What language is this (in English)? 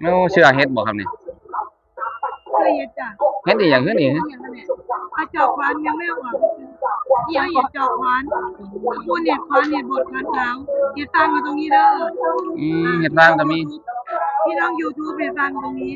Northeastern Thai